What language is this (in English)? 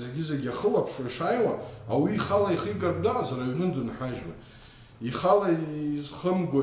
Abkhazian